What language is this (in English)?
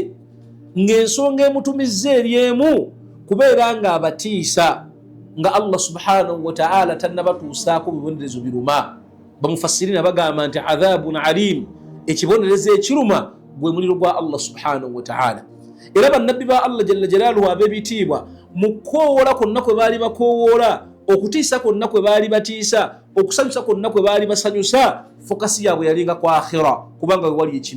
Ganda